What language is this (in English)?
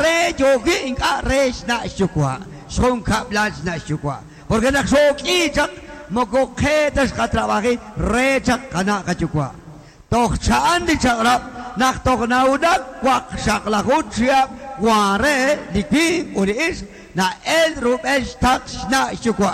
Kekchí